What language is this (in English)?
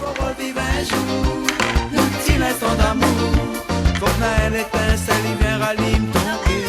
Réunion Creole French